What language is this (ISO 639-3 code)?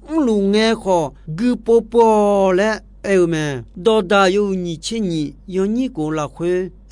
ahk